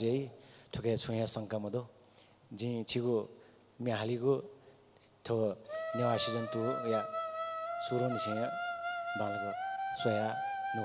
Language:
Newari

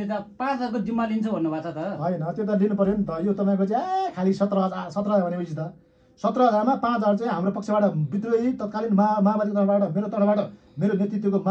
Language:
Nepali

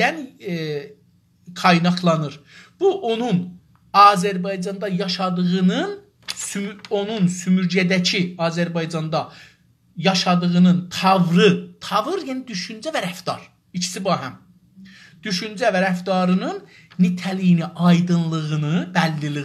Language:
South Azerbaijani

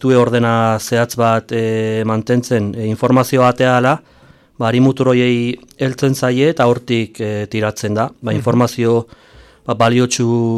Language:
Basque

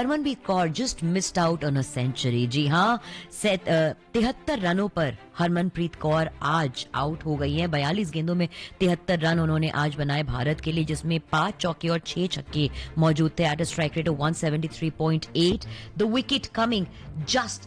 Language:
Hindi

